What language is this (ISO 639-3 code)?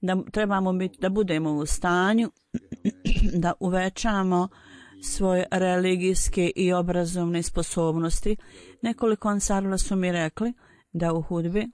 bos